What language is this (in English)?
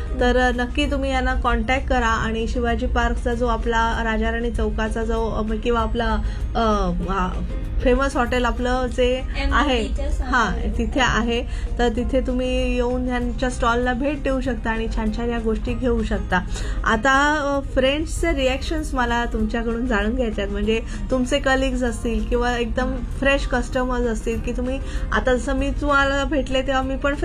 Marathi